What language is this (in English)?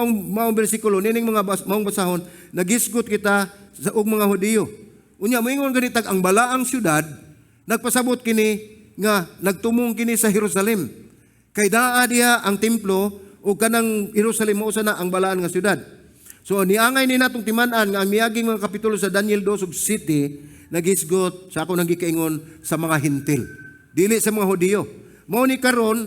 Cebuano